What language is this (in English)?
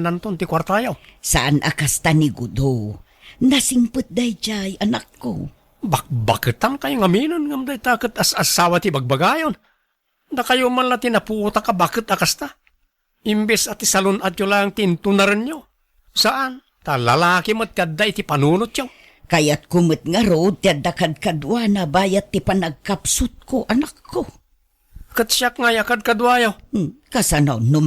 Iloko